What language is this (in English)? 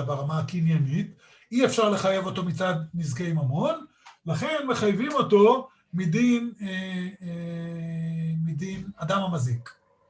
Hebrew